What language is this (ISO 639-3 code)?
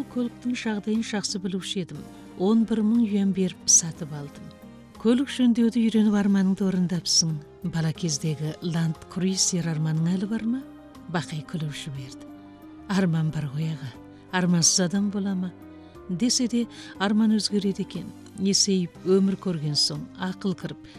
kaz